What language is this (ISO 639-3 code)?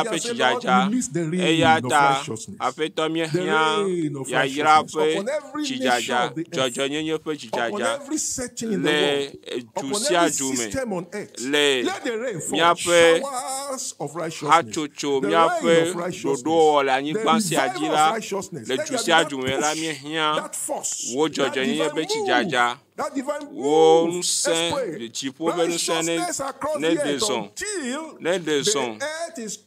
ewe